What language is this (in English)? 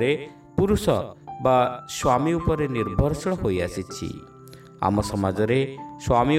Odia